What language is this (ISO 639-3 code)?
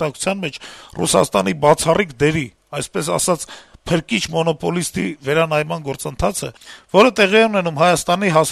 hye